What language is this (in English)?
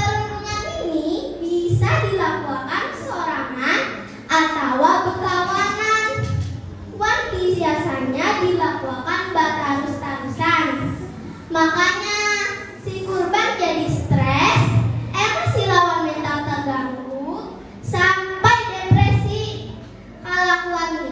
Banjar